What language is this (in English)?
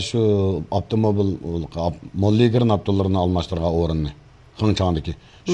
Uyghur